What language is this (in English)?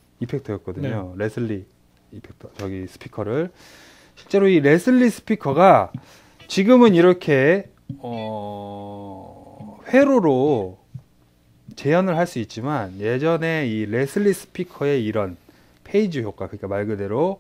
Korean